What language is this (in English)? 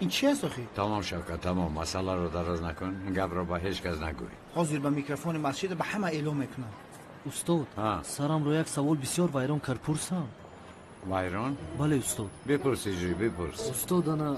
Tajik